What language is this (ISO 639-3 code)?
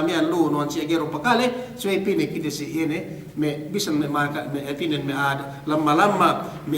yka